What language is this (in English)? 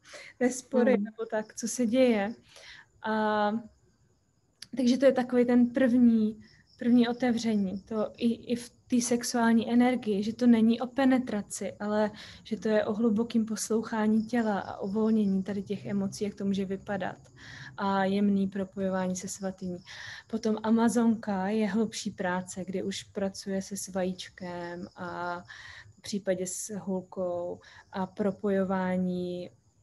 Czech